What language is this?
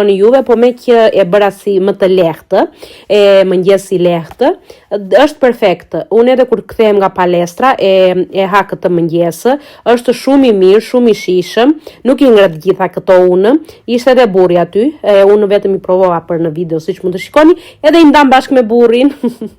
Albanian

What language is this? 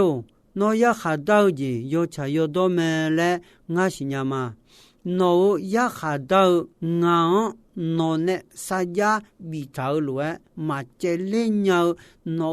Akha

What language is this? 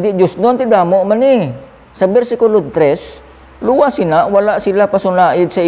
Hiligaynon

